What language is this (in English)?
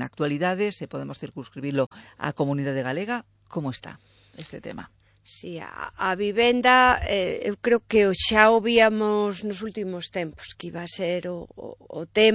Galician